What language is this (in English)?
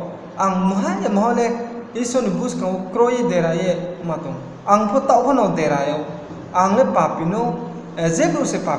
Riang (India)